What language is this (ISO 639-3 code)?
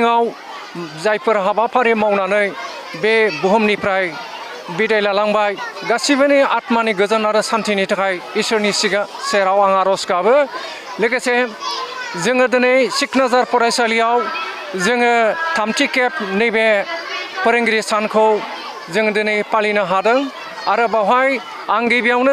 brx